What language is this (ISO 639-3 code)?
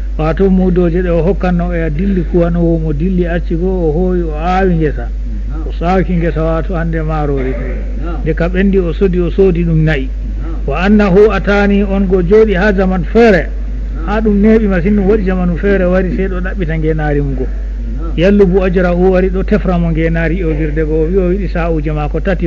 ful